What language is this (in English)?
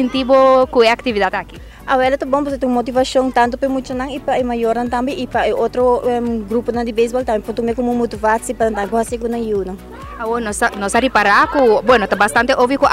Papiamento